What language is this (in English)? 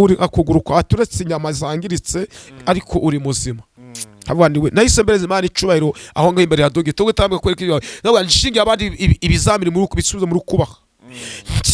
Kinyarwanda